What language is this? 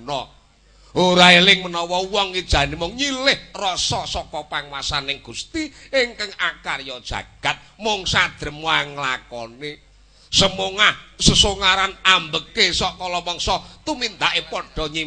Javanese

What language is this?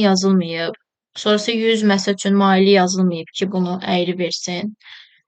Azerbaijani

